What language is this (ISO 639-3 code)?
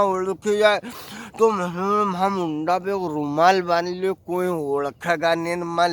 raj